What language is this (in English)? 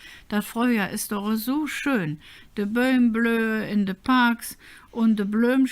Colognian